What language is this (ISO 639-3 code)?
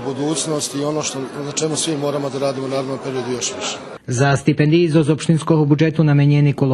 rue